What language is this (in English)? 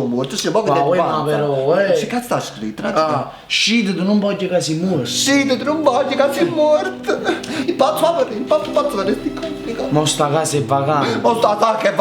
Neapolitan